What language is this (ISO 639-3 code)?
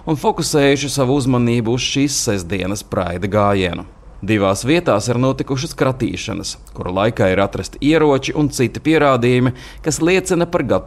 lav